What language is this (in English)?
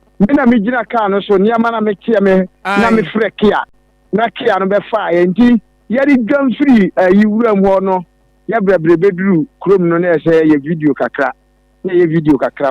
Akan